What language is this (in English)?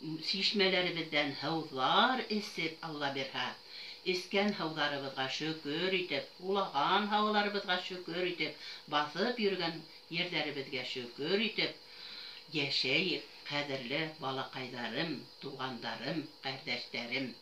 Bashkir